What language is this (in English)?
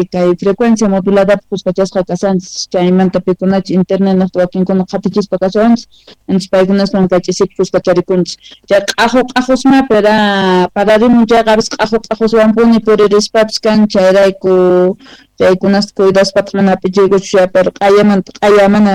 South Bolivian Quechua